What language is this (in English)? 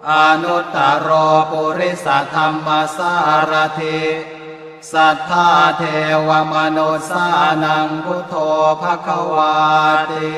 Pali